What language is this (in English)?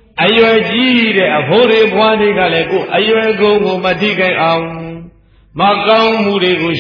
Burmese